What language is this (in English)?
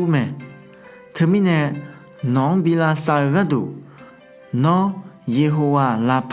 Akha